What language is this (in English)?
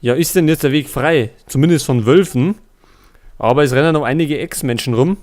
Bavarian